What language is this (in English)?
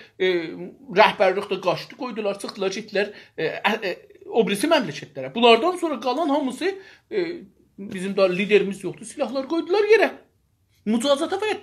South Azerbaijani